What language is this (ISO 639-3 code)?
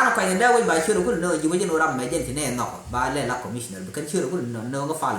nus